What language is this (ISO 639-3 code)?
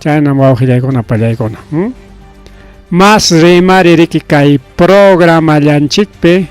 quy